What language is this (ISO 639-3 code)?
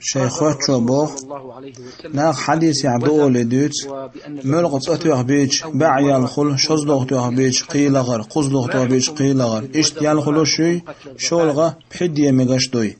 che